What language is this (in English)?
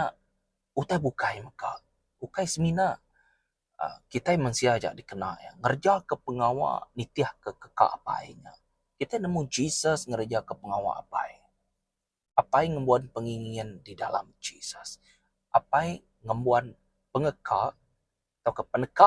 Iban